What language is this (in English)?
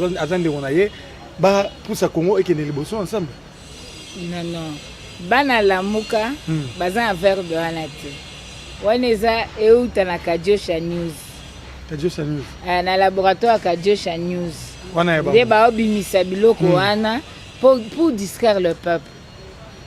Lingala